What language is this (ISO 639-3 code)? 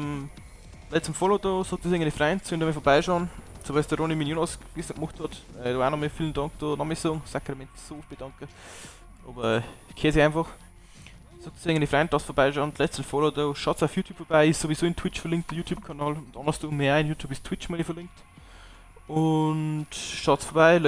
bar